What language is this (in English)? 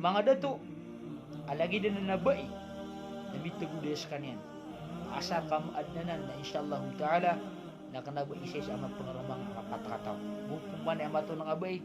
Maranao